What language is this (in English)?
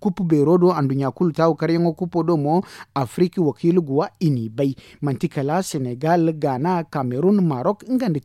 Zarma